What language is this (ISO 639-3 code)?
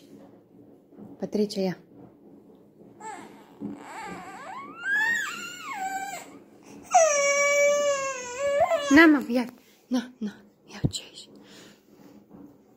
ron